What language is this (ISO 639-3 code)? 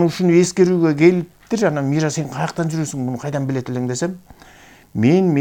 kir